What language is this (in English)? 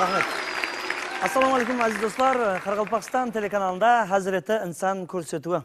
Kara-Kalpak